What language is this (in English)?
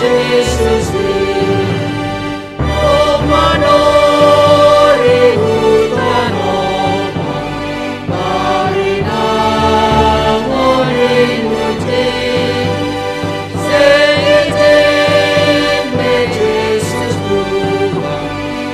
Batak Simalungun